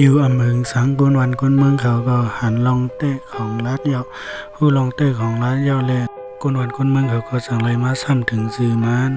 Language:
Shan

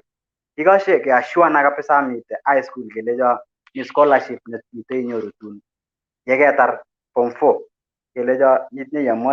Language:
Kalenjin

